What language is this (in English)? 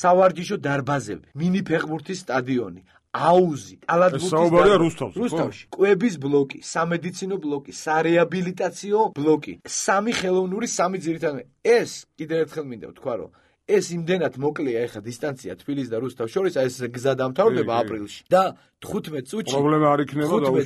Georgian